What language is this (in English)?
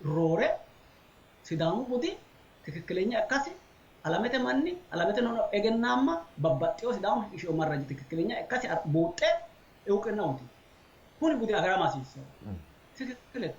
Sidamo